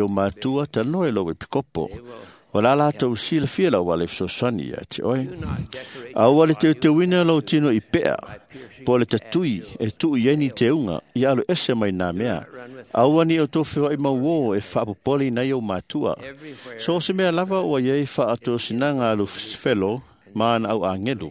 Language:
Samoan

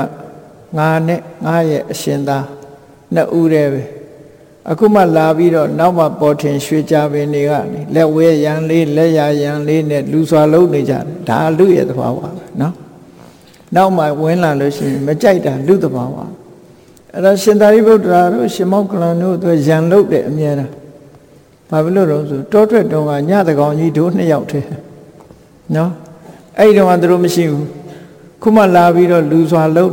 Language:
Burmese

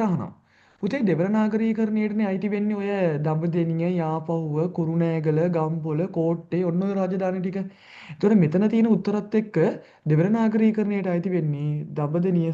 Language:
Sinhala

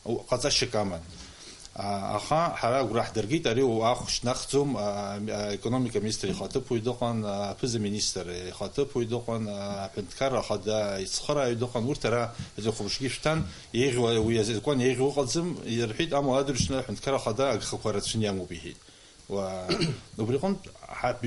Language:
Abkhazian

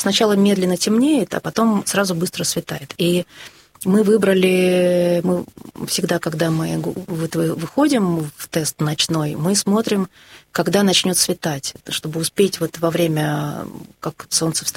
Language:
Russian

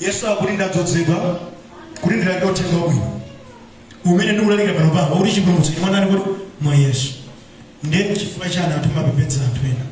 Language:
Nyanja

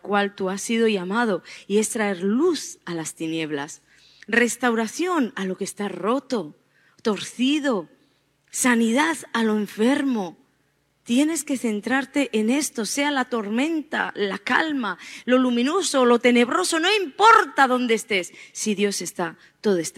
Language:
Spanish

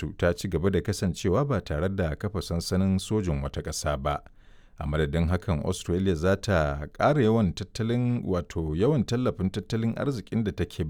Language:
Hausa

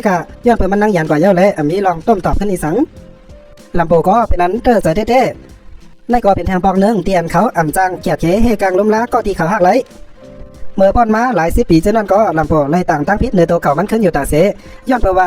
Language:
Shan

